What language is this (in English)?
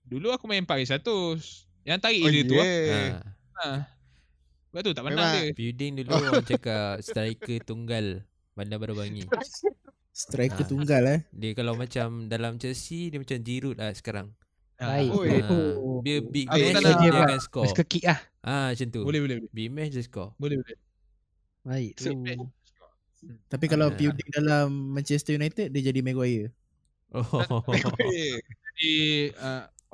Malay